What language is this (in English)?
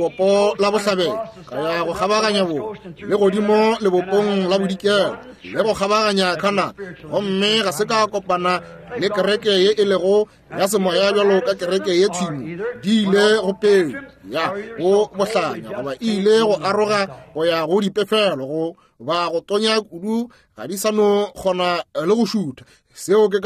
Northern Sotho